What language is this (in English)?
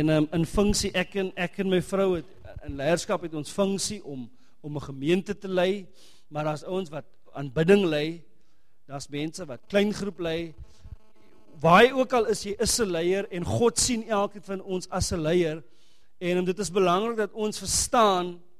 Afrikaans